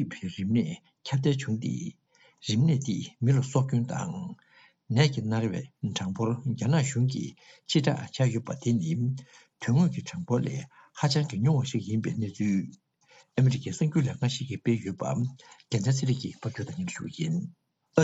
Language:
Tibetan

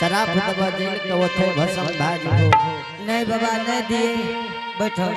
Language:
Angika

